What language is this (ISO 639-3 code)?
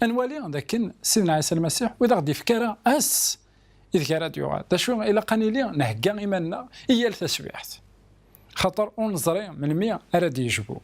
kab